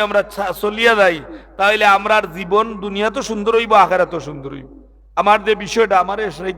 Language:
Sylheti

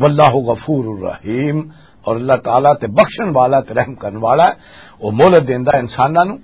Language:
Western Panjabi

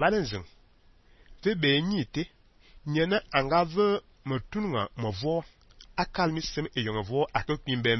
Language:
Fang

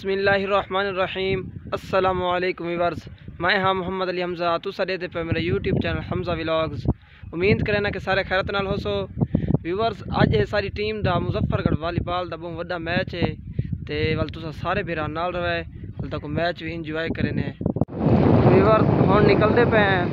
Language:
Saraiki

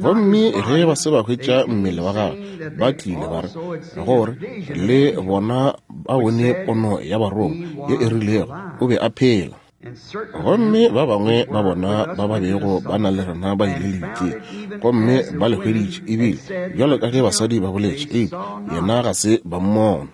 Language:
Northern Sotho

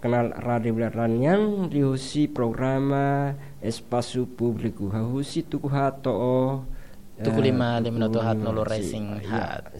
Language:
Tetum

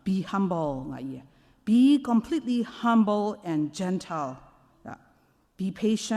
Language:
Kachin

